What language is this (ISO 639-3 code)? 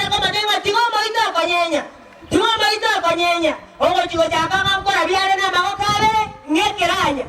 guz